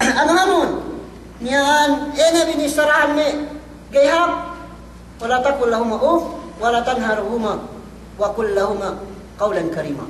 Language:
Yakan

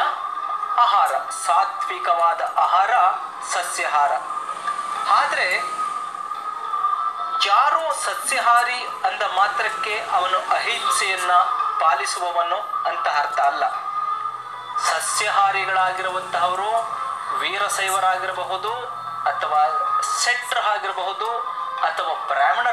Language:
Kannada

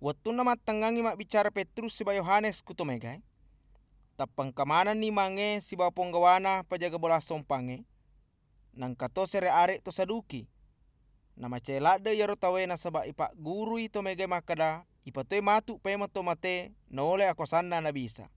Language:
Buginese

